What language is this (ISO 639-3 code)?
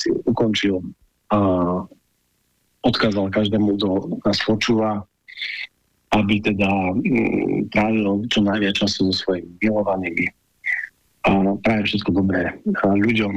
slk